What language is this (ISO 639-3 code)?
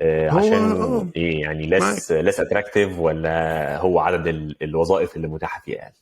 arz